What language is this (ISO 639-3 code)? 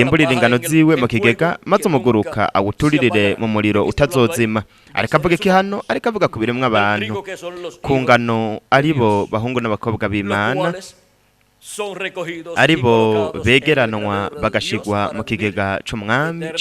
run